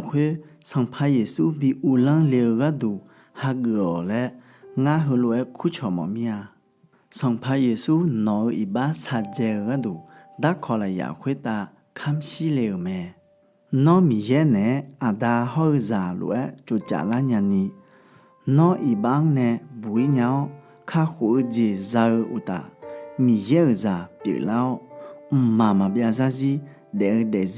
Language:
Akha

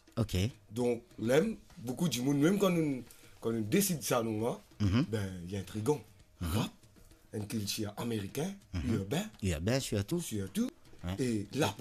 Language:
Morisyen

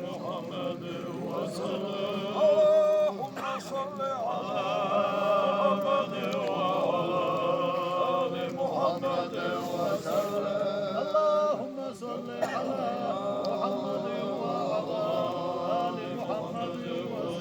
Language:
Chechen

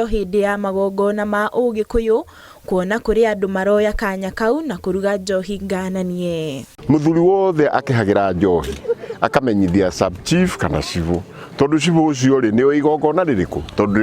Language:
Kikuyu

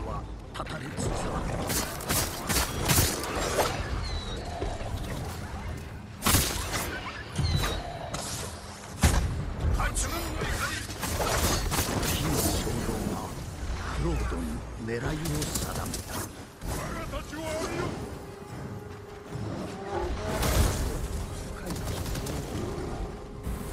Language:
Japanese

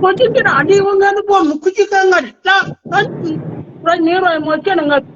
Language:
Nuer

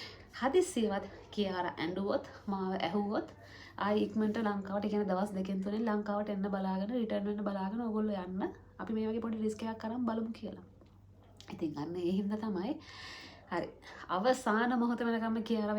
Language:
Sinhala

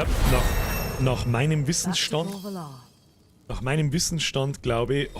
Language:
Bavarian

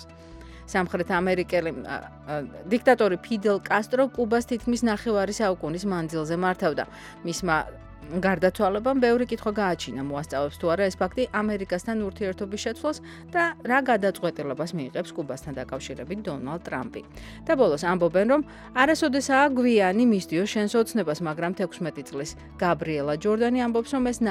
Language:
Georgian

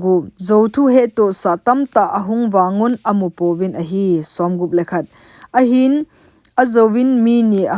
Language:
Thado Chin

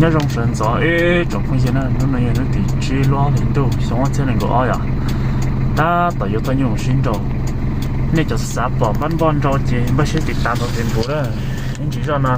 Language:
Hmong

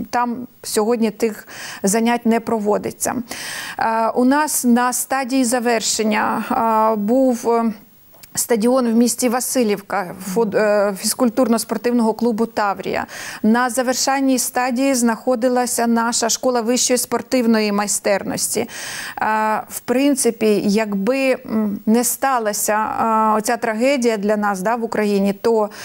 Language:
Ukrainian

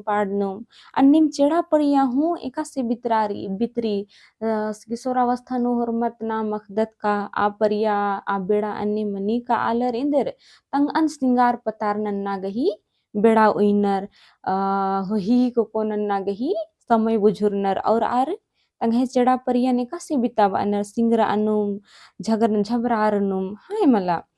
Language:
Kurukh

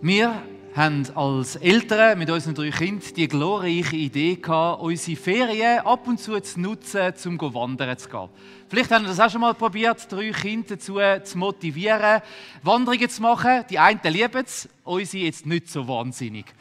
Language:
Swiss German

